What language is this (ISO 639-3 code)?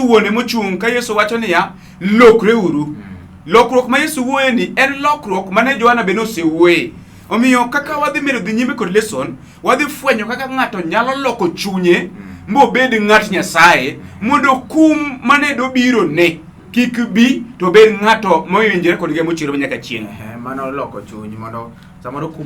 luo